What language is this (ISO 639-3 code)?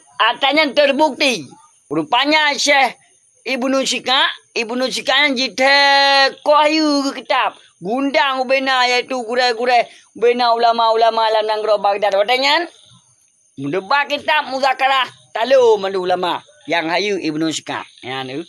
ace